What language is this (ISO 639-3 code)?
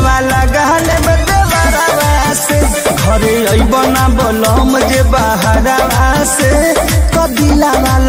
bho